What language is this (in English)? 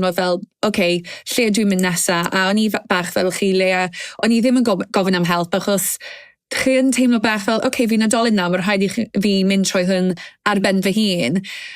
Welsh